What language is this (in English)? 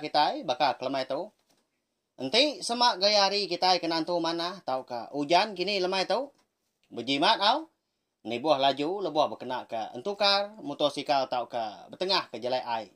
Iban